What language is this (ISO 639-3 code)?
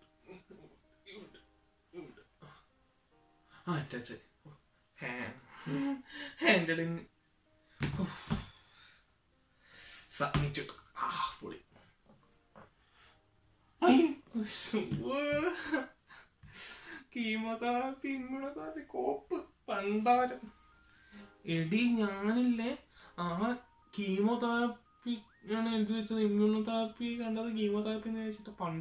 mal